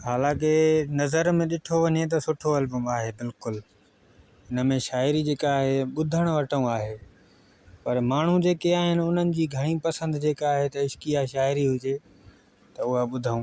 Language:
Sindhi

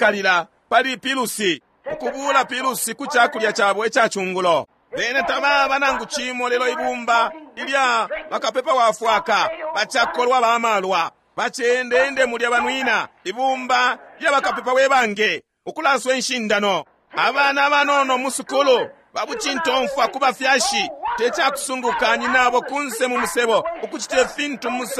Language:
Bemba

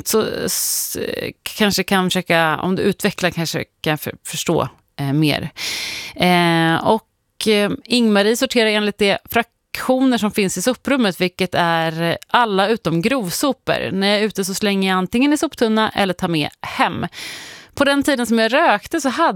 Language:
Swedish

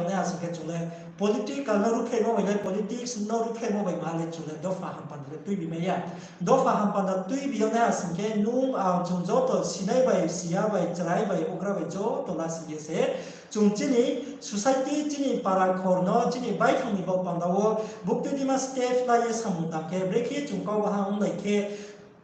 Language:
Riang (India)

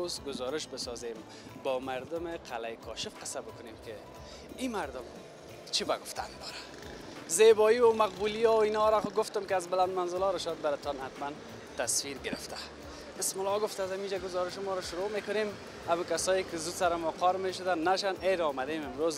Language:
Persian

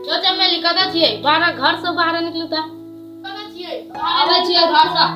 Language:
Maithili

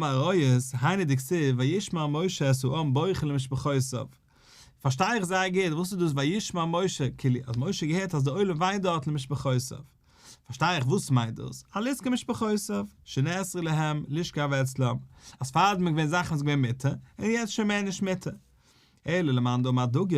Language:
Yiddish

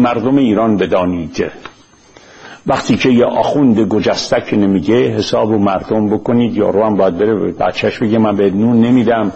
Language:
Persian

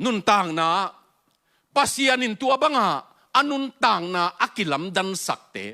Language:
Tedim Chin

